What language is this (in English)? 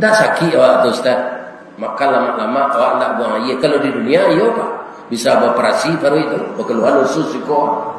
Minangkabau